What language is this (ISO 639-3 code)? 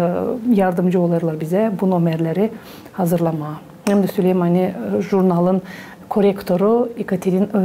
gag